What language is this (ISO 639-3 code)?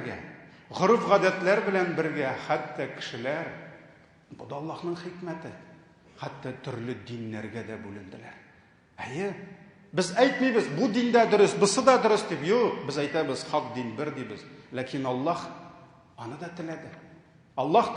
tat